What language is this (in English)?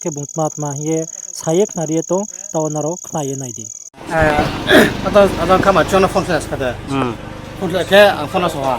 Riang (India)